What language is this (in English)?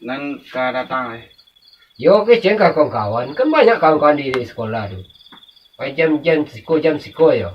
Minangkabau